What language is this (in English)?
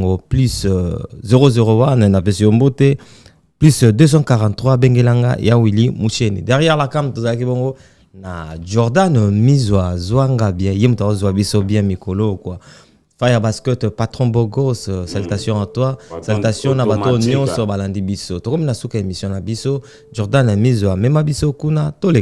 Lingala